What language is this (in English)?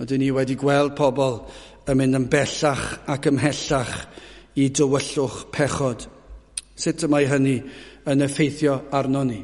Welsh